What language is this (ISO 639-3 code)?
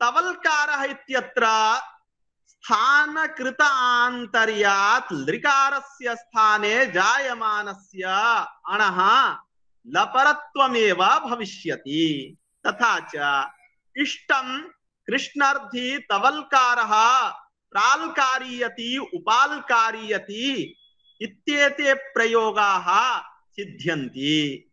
san